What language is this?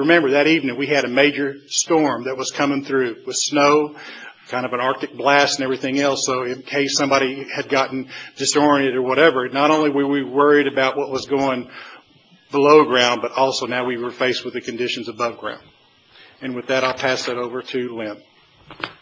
English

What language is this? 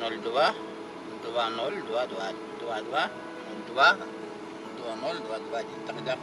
Yakut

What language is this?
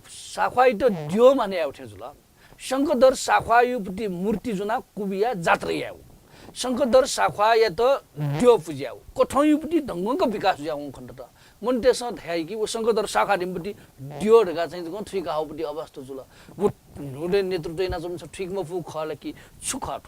Newari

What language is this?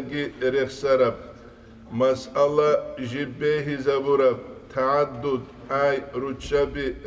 Avaric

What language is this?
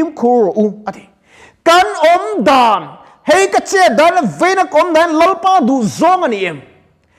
Mizo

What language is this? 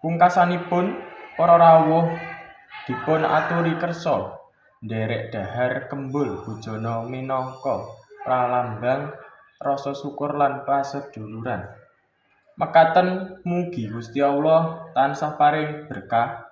Javanese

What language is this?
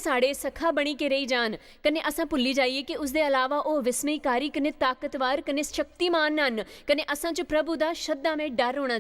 Dogri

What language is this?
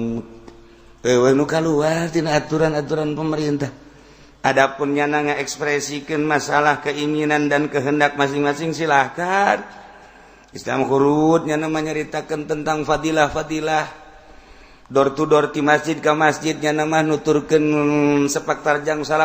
Sundanese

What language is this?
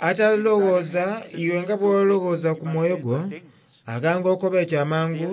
Soga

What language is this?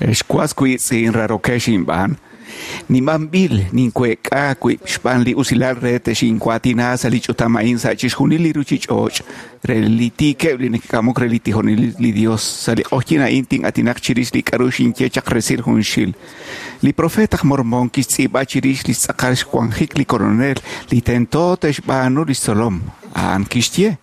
Kekchí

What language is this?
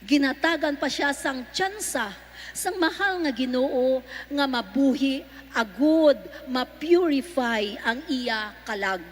Hiligaynon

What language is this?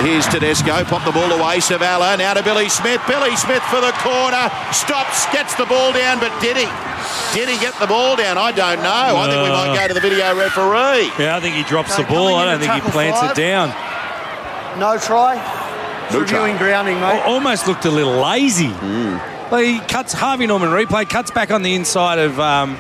English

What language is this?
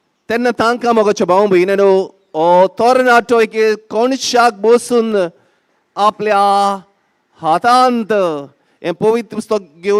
Konkani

